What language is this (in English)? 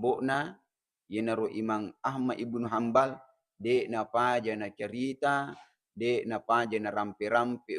Buginese